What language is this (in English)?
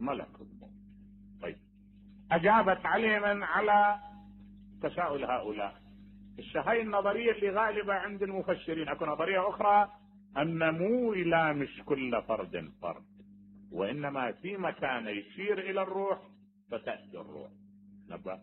Mesopotamian Arabic